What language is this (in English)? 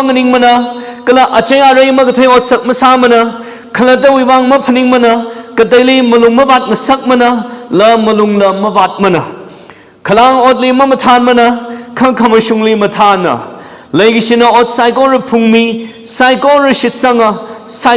Tangkhul Naga (India)